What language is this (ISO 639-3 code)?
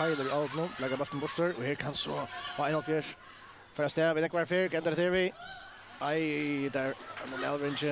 fao